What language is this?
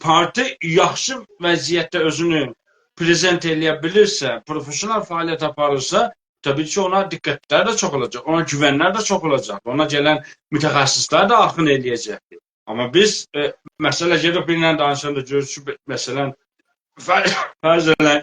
South Azerbaijani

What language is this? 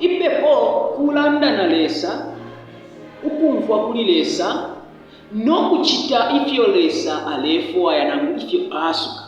Bemba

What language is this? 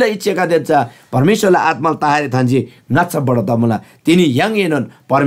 Eastern Tamang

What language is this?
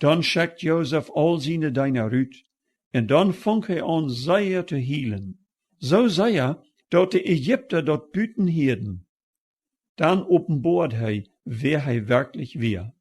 Plautdietsch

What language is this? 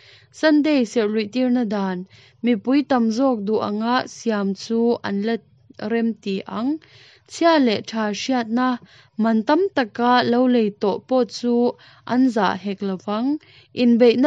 Mizo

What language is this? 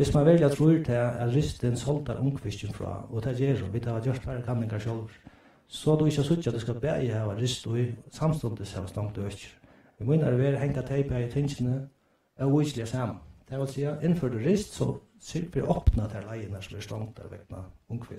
Faroese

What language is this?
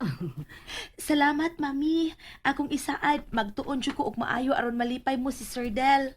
Cebuano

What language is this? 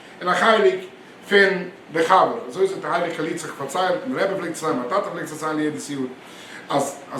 Yiddish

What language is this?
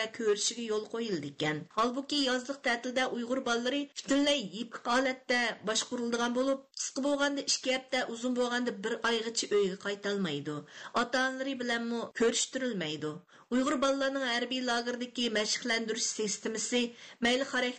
Uyghur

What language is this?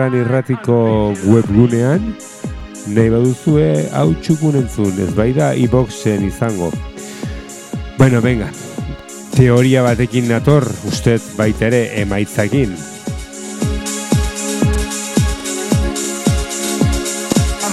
Basque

